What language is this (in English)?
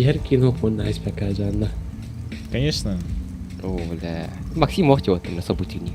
Yakut